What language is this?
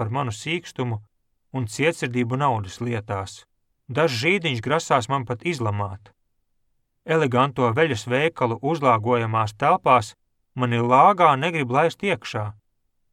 Latvian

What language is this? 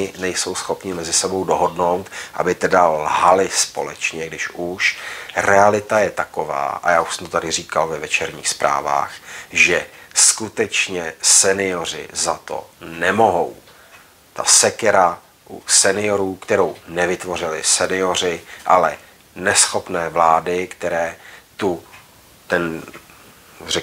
Czech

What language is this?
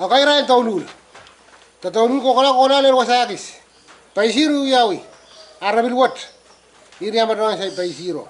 Pohnpeian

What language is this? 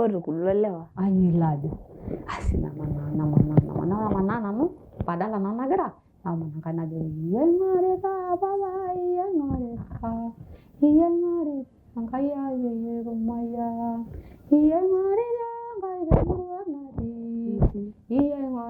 Masai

